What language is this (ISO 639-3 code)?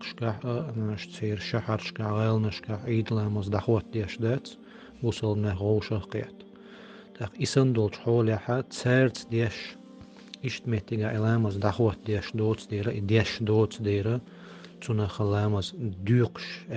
che